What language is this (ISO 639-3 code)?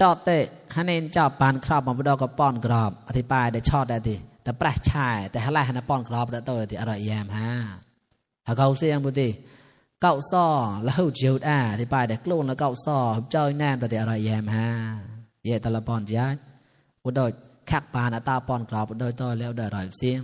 mnw